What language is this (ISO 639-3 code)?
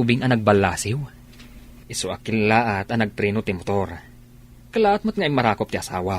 ilo